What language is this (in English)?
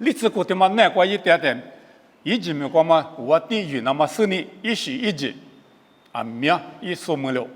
Lisu